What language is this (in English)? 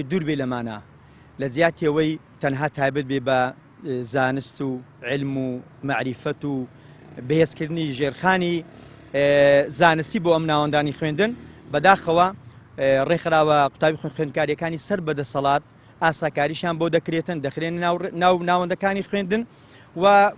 Central Kurdish